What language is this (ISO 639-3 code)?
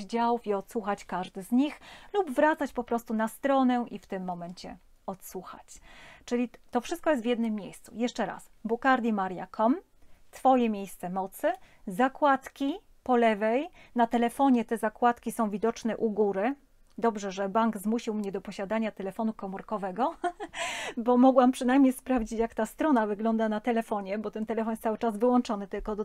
pol